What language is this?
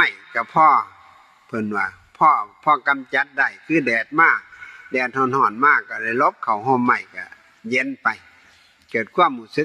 Northeastern Thai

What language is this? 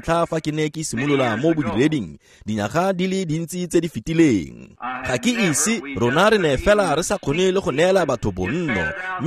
Tswana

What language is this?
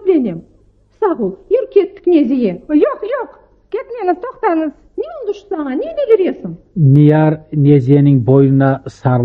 Crimean Tatar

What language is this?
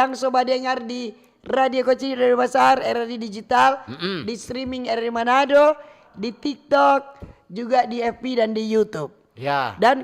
Manado Malay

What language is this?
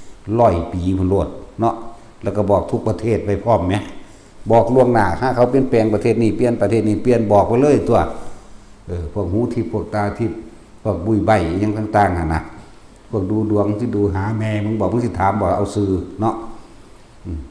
Northeastern Thai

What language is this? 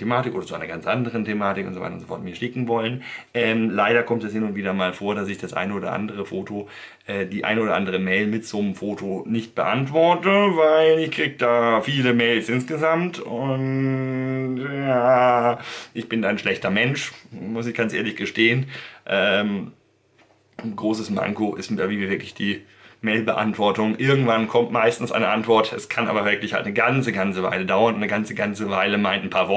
German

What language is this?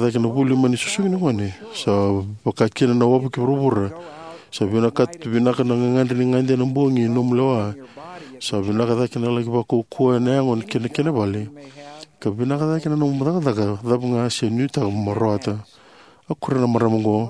Fijian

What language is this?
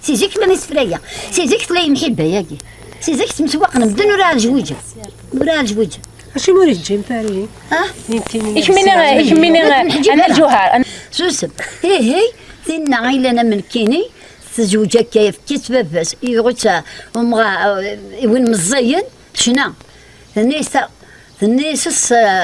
Kabyle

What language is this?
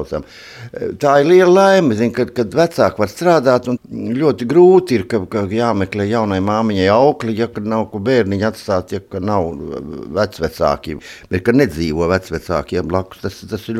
Latvian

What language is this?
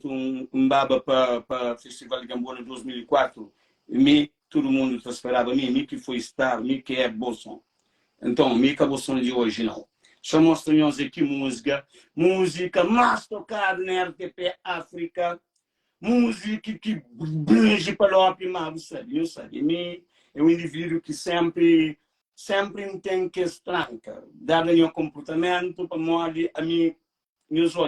Kabuverdianu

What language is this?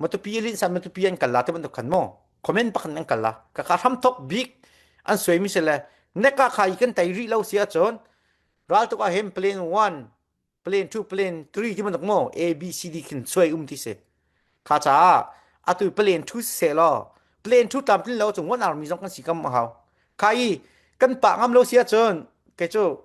Falam Chin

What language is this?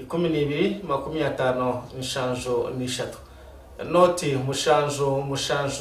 Nyankole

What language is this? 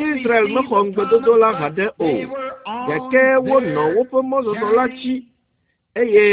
Ewe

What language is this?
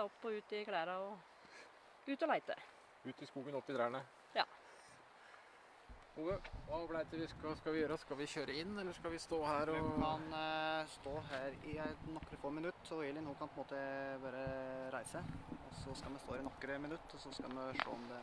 Norwegian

